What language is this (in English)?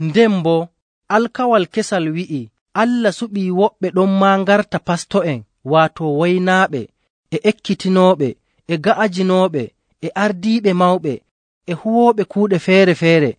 Nigerian Fulfulde